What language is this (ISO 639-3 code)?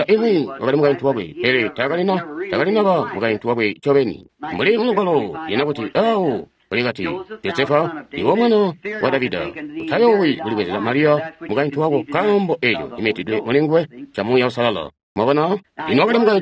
toi